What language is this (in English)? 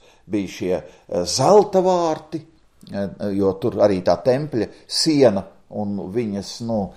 Latvian